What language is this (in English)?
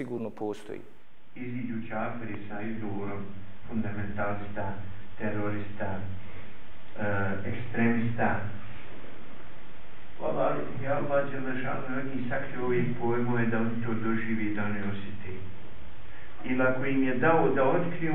Bosnian